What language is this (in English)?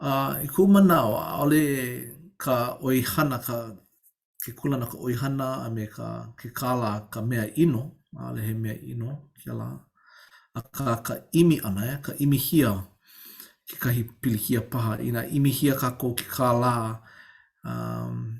Hawaiian